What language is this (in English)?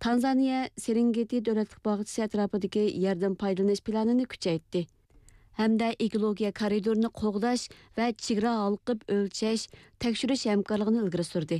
Uyghur